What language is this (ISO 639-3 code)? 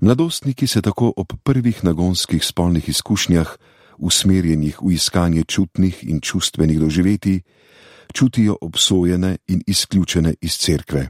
slv